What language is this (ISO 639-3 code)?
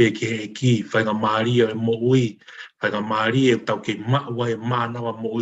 ton